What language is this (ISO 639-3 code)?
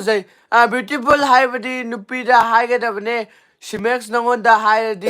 mni